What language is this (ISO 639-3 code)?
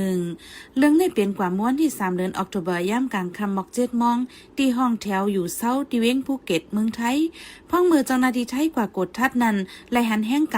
shn